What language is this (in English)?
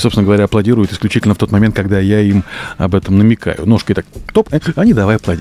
Russian